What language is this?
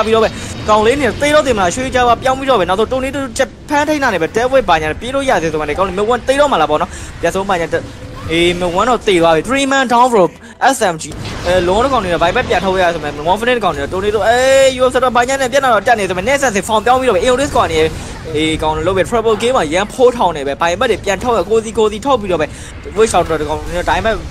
Burmese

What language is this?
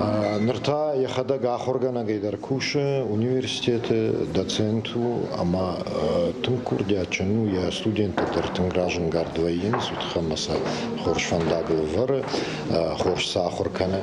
Ossetic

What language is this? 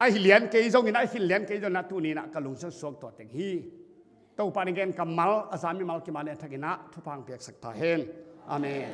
Tedim Chin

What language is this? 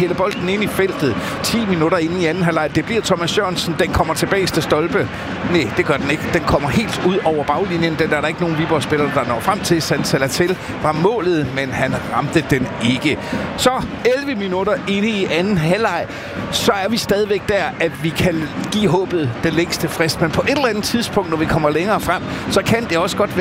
Danish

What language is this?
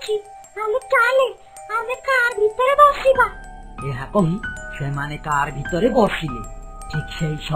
Odia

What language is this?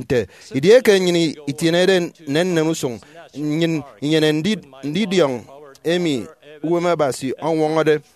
Efik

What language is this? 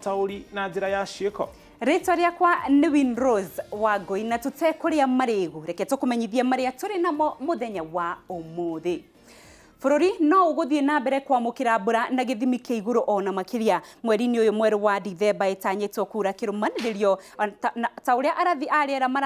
Kikuyu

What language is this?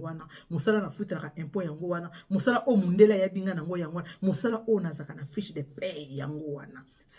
Lingala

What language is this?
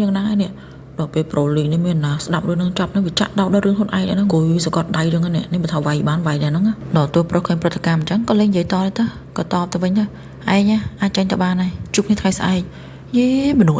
Khmer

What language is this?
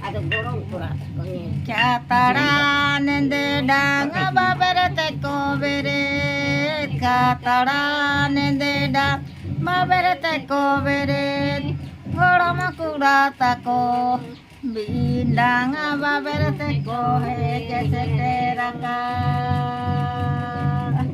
Santali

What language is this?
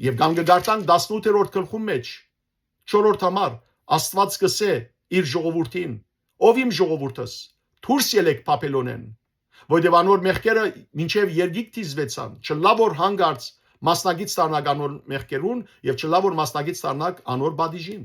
Western Armenian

